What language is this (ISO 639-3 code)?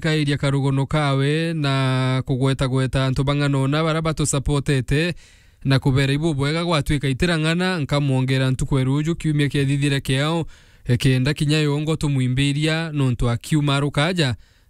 mer